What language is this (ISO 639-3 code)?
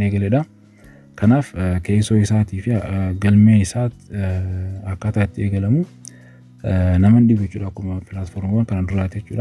orm